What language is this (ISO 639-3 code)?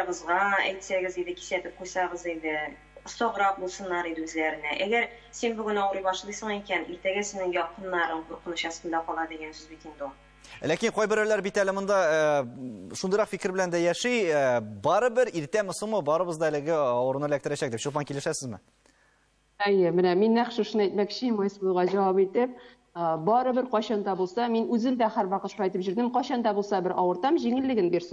tat